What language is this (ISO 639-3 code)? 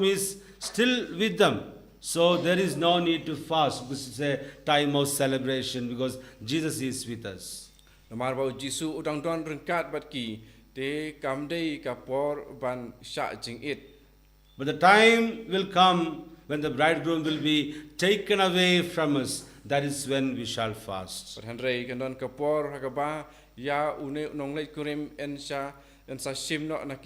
kha